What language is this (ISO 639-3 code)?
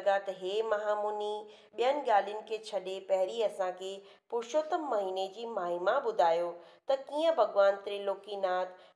snd